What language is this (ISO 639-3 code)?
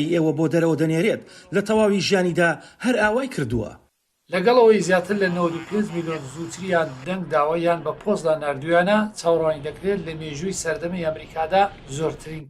ckb